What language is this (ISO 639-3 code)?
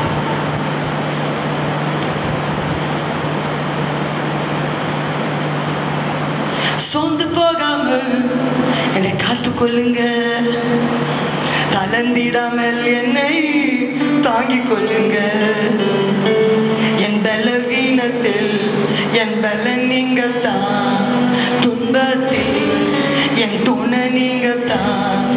tam